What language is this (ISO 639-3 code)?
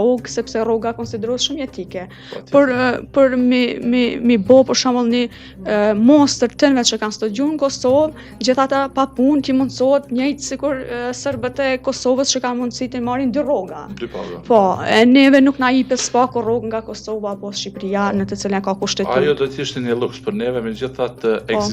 sqi